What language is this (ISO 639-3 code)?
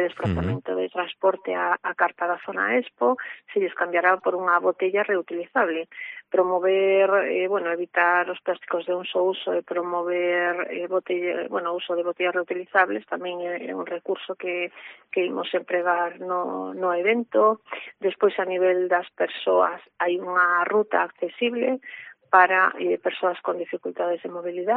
glg